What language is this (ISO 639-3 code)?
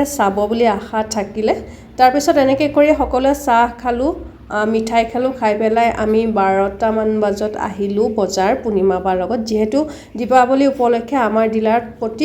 asm